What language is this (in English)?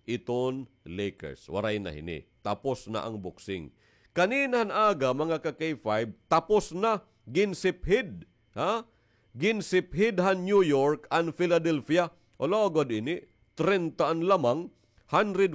Waray